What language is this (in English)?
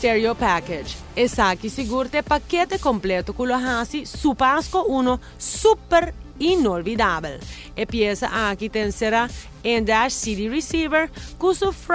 Papiamento